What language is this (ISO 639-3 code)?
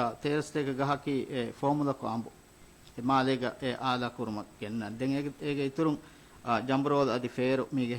div